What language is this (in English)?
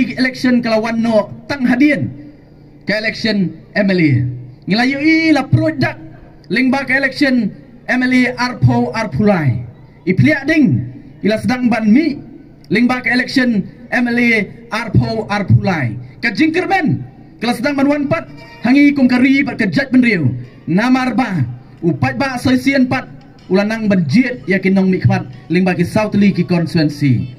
Khasi